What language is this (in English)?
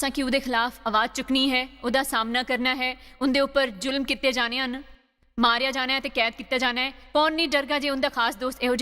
Dogri